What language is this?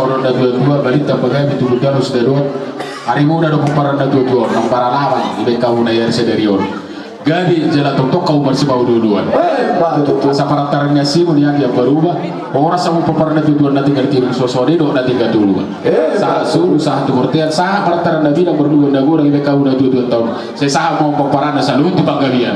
Batak Toba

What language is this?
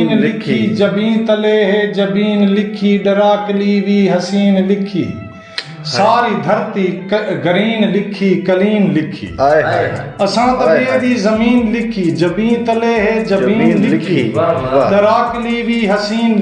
Saraiki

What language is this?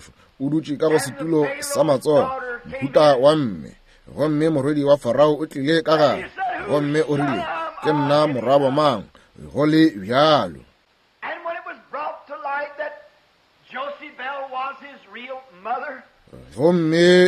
Northern Sotho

